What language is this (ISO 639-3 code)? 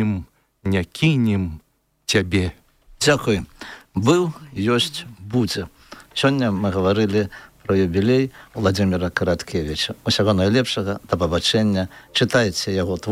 bel